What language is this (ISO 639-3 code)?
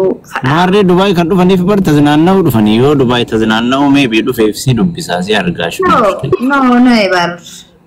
orm